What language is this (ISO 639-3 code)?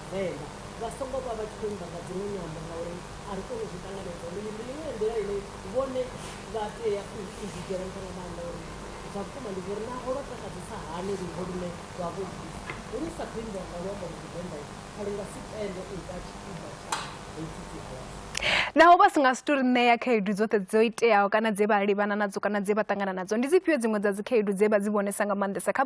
ven